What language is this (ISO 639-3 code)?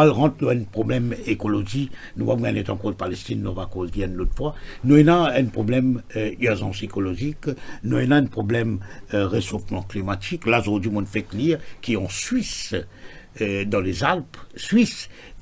mfe